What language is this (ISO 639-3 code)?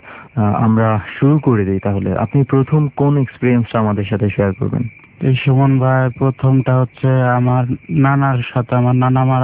ben